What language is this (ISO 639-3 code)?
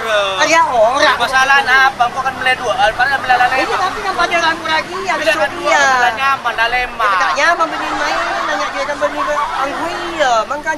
mad